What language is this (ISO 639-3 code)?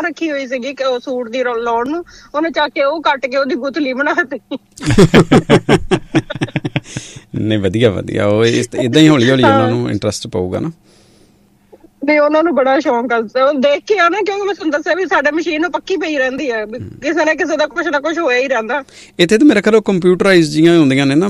pan